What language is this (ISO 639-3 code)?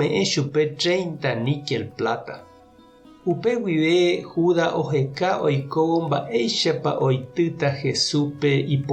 grn